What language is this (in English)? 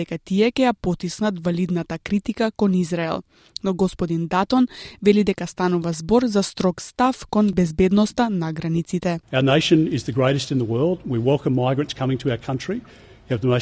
Macedonian